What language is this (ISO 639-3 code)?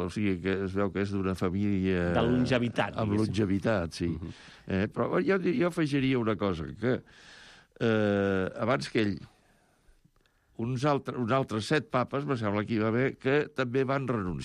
cat